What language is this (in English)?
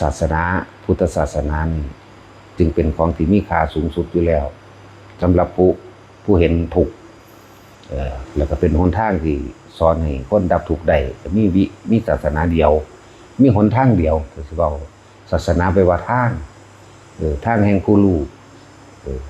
Northeastern Thai